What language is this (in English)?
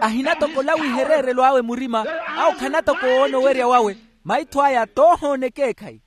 Makhuwa